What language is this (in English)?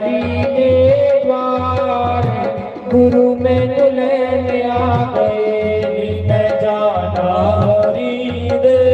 Dogri